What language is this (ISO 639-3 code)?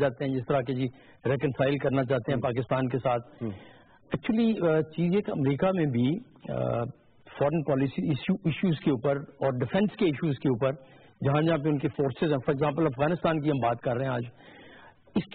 urd